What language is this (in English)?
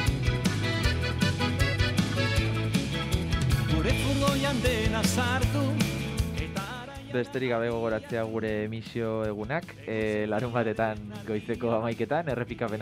Basque